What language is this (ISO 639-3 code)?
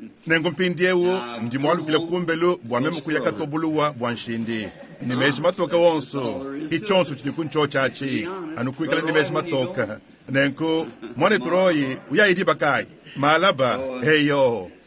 lua